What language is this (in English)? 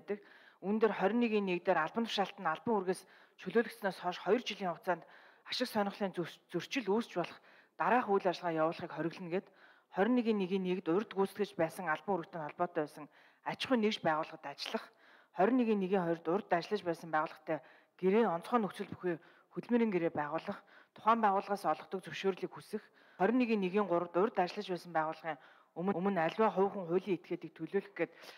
Mongolian